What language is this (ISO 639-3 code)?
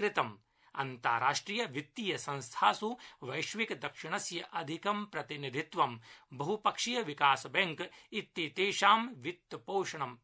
san